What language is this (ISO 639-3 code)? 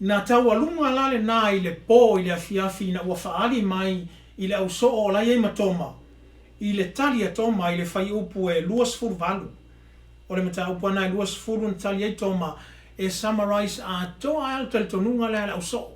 smo